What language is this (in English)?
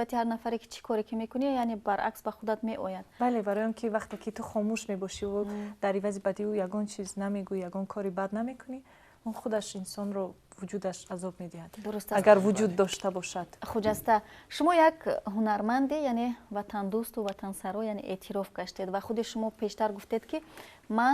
Tajik